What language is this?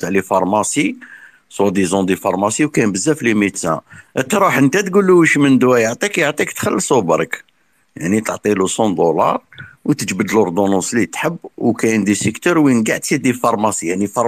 Algerian Arabic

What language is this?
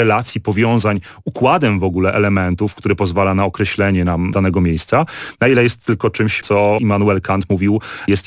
Polish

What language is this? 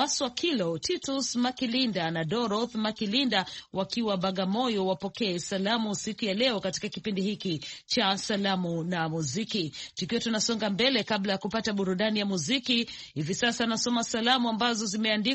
Swahili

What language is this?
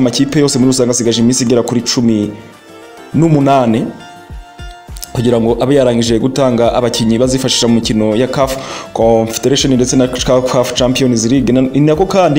Kinyarwanda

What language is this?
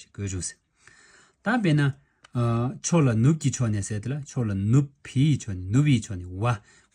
Tibetan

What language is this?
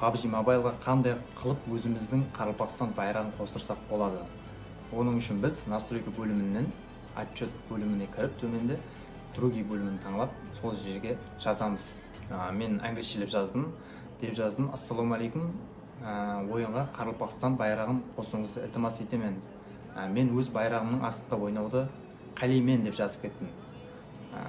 Kara-Kalpak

